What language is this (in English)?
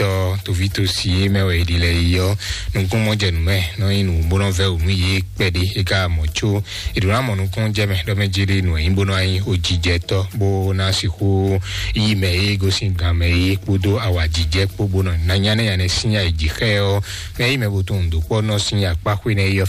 Fon